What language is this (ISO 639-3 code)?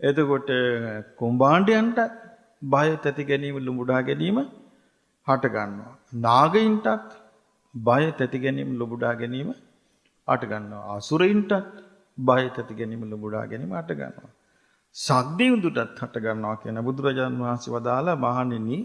sin